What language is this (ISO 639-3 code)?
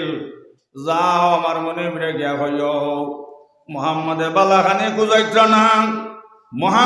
syl